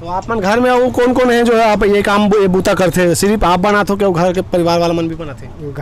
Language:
Chhattisgarhi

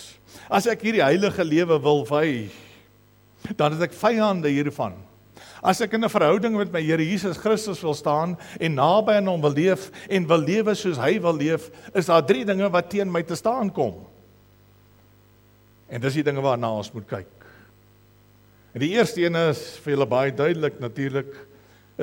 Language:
Afrikaans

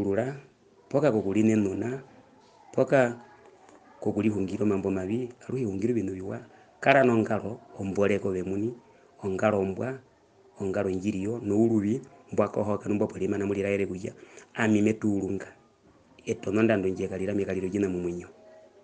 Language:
Herero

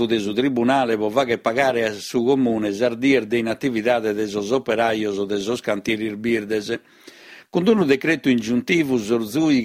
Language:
Sardinian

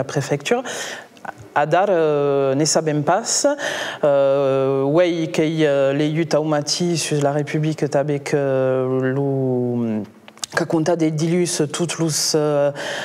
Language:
Occitan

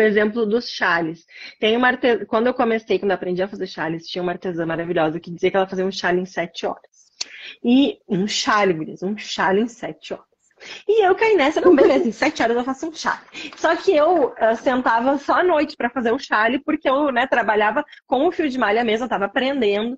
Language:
Portuguese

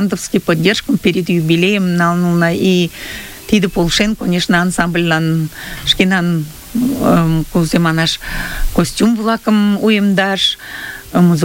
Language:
Mari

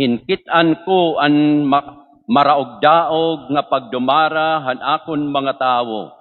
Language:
Waray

